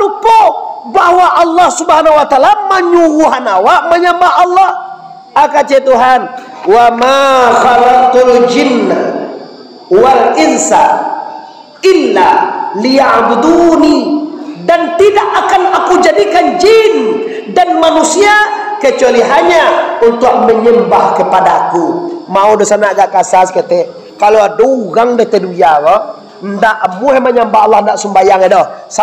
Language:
Minangkabau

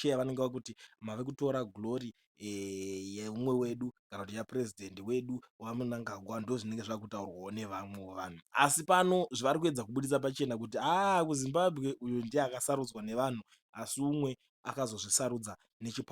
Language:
Shona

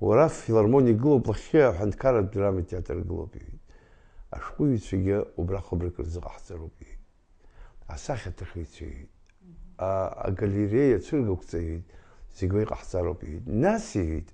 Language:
Abkhazian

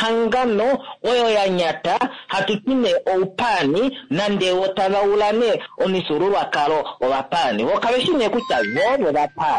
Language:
Kuanyama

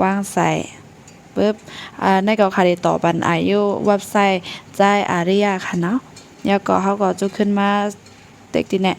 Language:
Shan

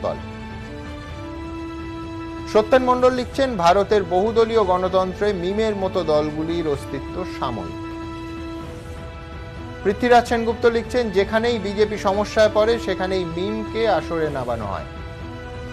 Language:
Bangla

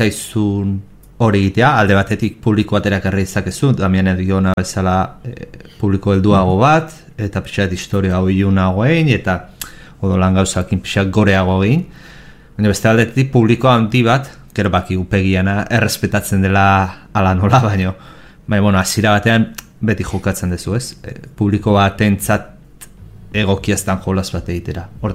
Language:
Basque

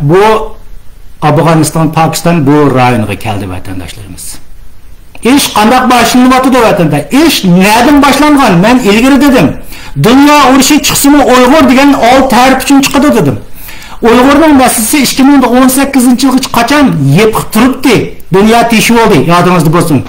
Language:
Uyghur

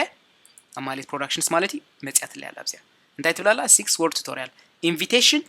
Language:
Tigrinya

